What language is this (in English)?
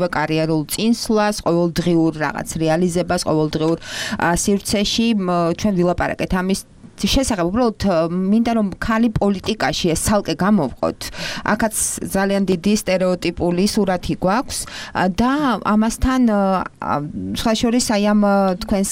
Georgian